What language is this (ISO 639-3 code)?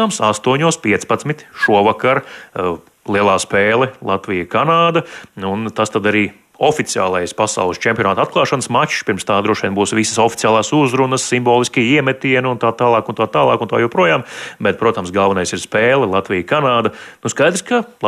lav